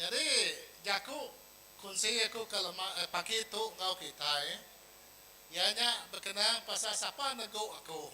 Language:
Iban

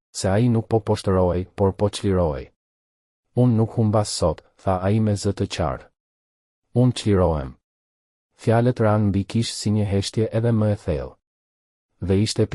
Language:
Albanian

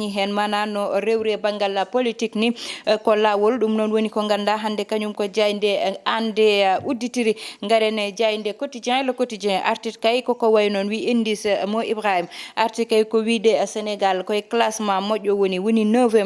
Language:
Fula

